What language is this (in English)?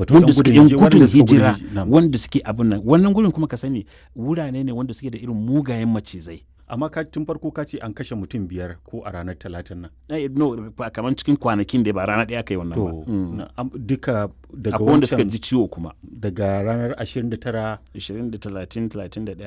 Hausa